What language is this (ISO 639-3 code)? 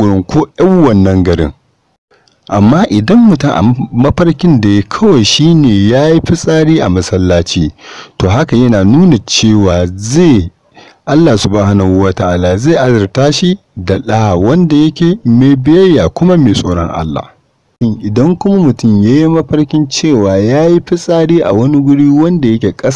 hau